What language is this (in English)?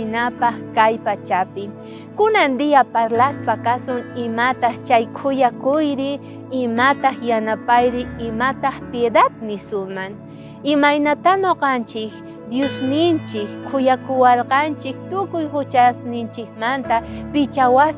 South Bolivian Quechua